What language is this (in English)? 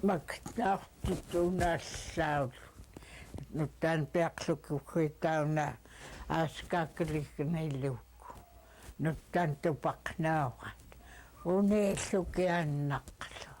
Central Yupik